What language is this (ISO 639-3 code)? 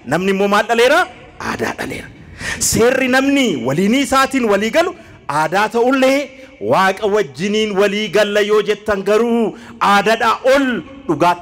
orm